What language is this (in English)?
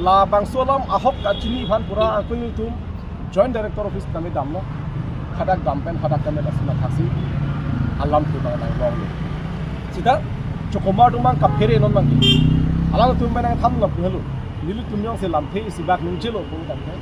Karbi